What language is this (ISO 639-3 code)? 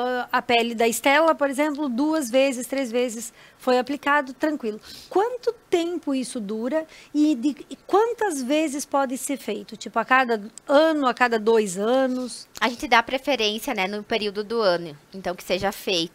por